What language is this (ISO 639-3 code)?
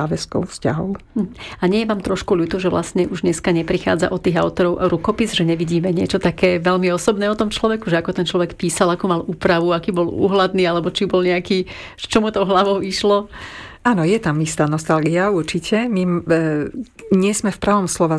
slk